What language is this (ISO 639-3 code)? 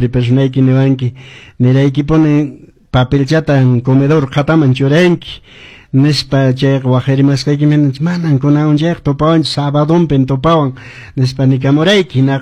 que